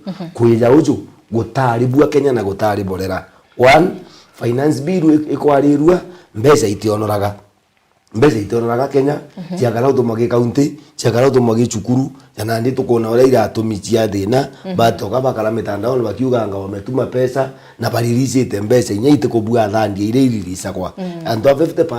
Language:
Meru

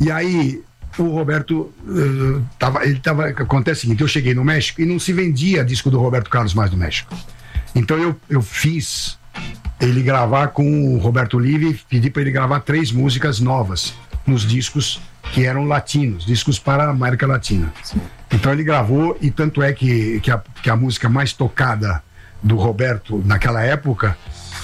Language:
Portuguese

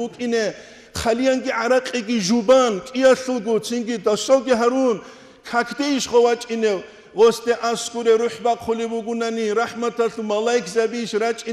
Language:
Avaric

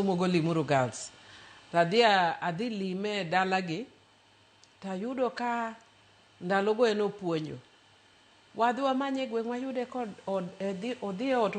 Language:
Luo (Kenya and Tanzania)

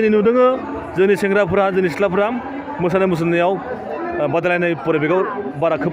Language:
Bodo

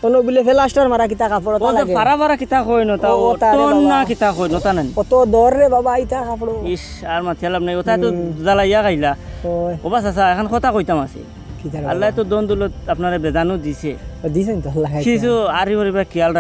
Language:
Sylheti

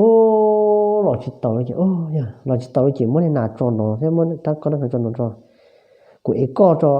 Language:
Hmong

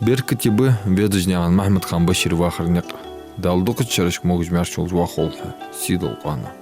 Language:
Ingush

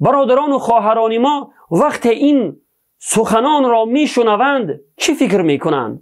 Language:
Tajik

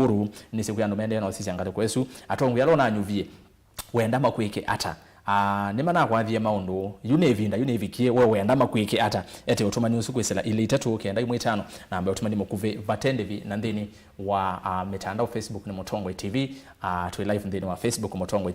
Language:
Kamba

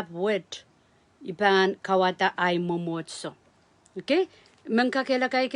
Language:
Pohnpeian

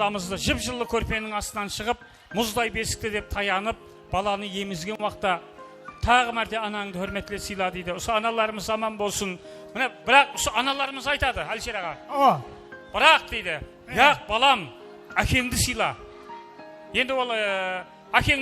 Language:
Kara-Kalpak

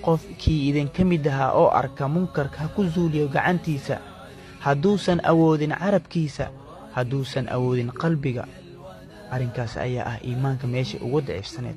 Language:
Somali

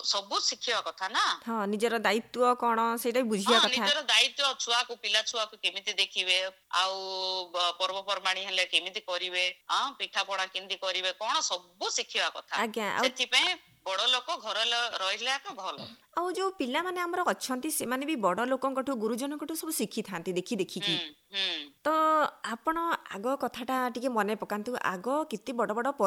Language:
Odia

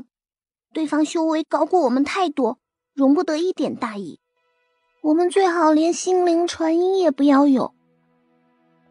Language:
Chinese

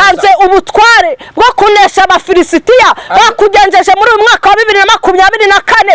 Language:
Kinyarwanda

